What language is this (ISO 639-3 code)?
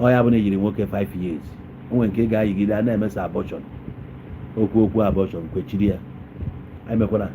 ibo